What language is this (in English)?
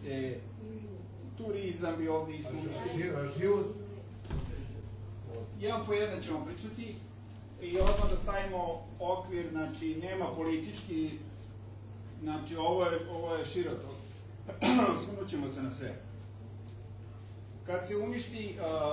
Serbian